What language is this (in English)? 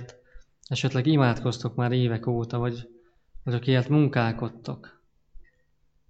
Hungarian